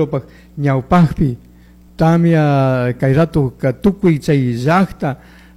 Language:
Chimborazo Highland Quichua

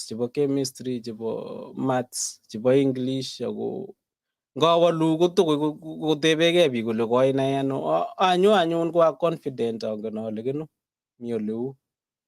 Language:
Kalenjin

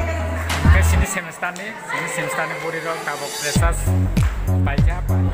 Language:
Kok Borok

